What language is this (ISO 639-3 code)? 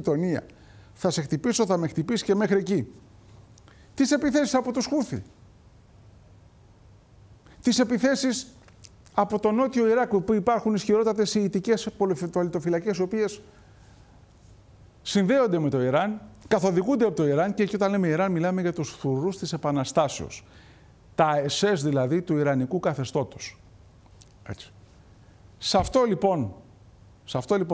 ell